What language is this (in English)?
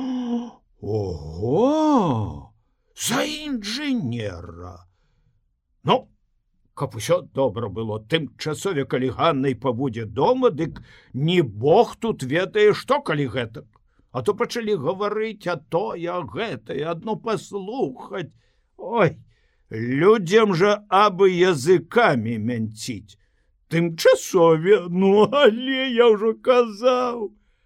Belarusian